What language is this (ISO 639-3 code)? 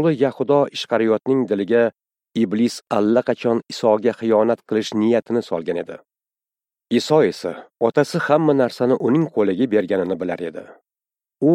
uzb